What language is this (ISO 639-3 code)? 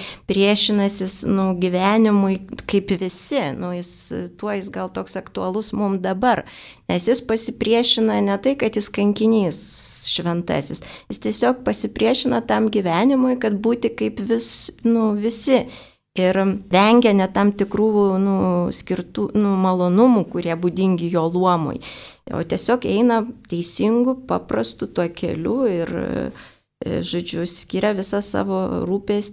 lit